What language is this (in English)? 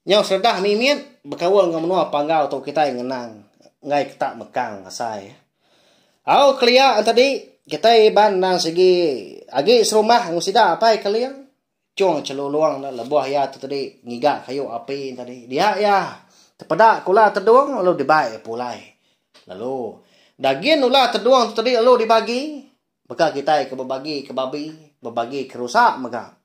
Iban